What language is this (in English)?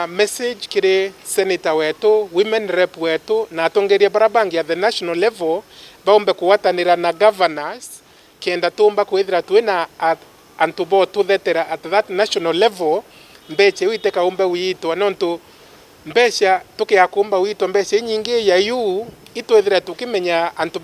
Meru